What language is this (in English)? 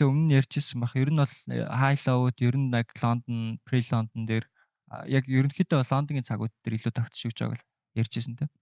Mongolian